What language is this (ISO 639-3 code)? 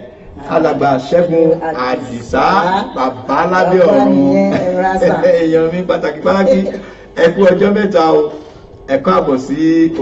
yor